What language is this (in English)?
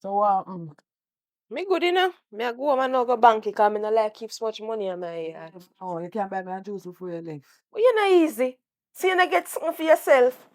Jamaican Creole English